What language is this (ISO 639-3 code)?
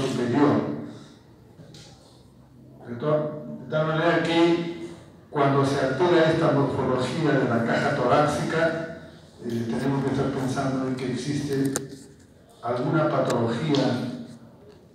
spa